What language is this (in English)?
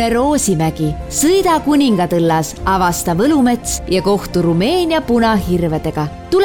Estonian